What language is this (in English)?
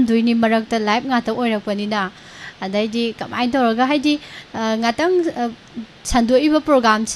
Manipuri